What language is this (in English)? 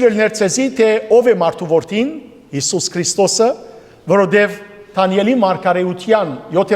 Western Armenian